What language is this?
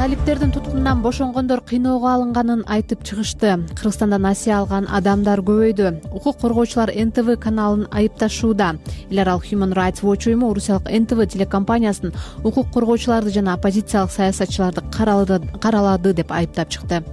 Kyrgyz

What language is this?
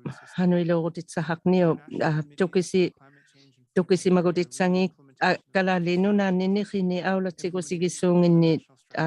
Inuktitut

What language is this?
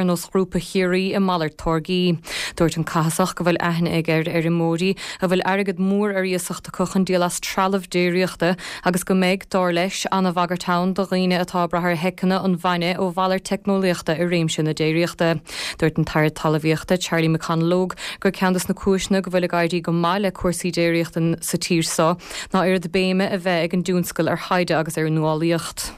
Irish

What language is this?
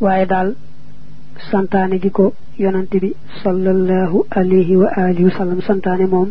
Wolof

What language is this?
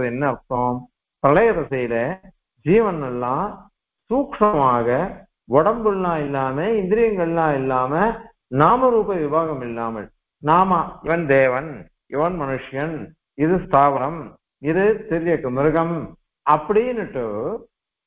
Tamil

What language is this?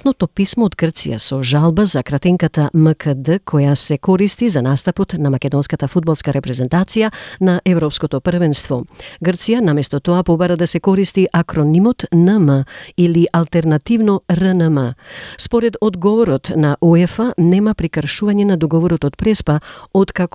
Macedonian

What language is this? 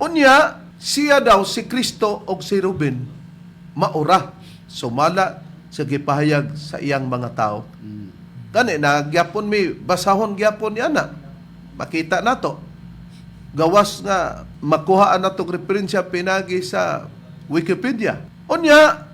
Cebuano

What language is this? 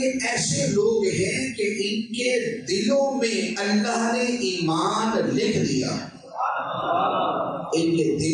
Urdu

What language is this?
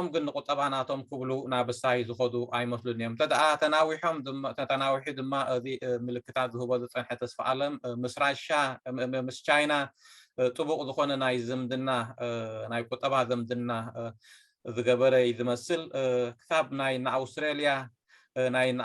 Tigrinya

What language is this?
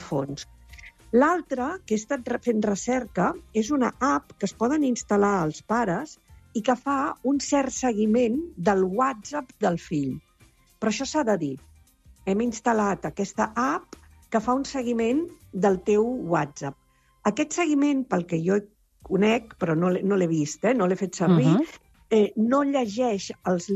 Catalan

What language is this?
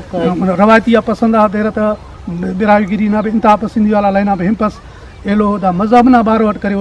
Brahui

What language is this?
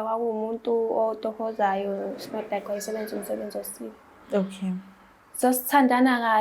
Zulu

